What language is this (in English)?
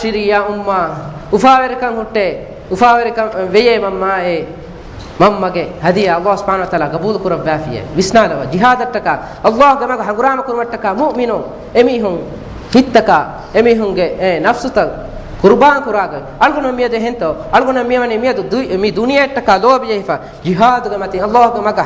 Divehi